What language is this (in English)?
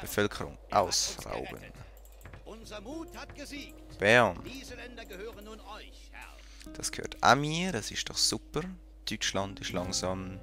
Swiss German